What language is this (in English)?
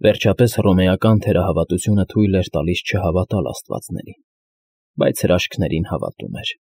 Armenian